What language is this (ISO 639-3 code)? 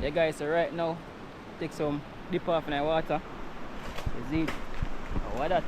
jam